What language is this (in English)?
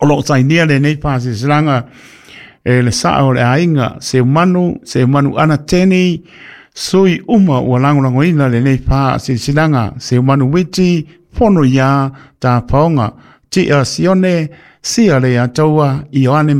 Samoan